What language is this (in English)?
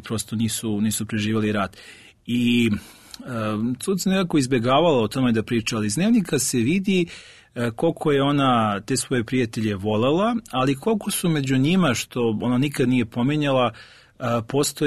Serbian